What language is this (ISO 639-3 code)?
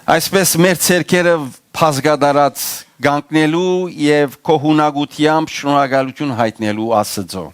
hyw